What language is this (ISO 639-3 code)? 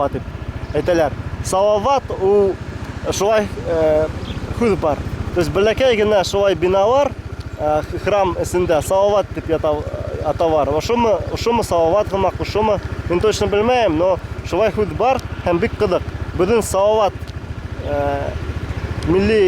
bak